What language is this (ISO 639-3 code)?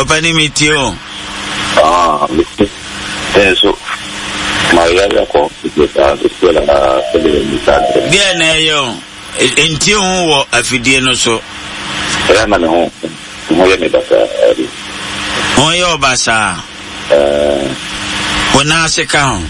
aka